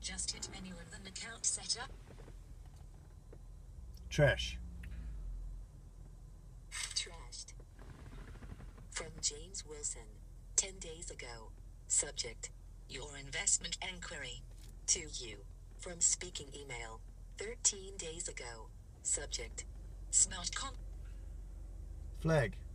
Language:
English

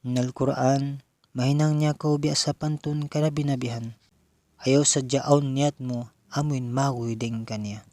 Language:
Tausug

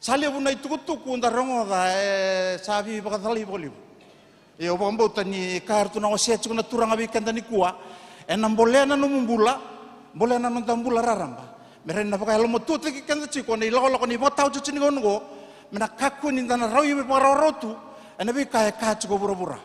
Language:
Fijian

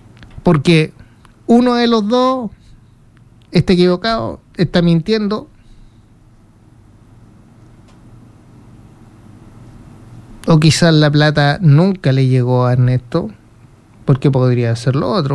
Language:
Spanish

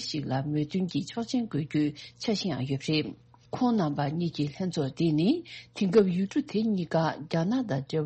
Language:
Tibetan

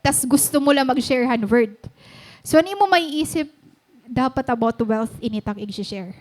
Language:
Waray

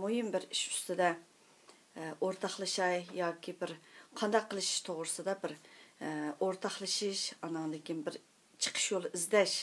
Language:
Uyghur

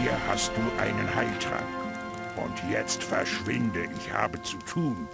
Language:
Bavarian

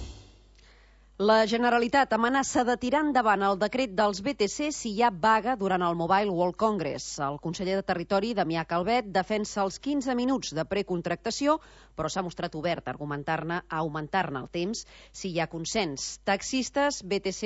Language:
Catalan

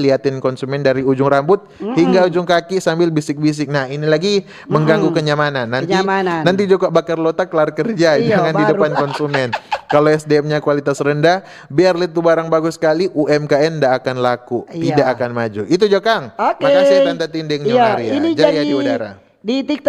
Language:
Manado Malay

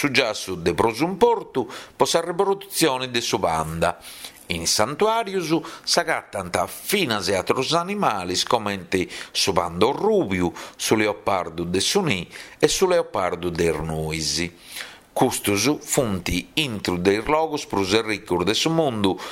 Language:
Sardinian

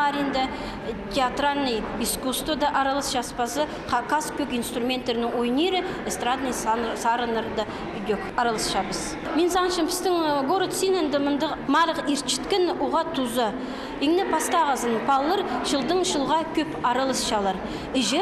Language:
Khakas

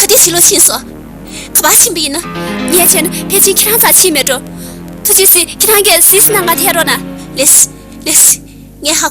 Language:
Tibetan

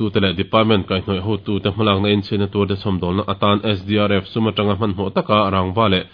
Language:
Mizo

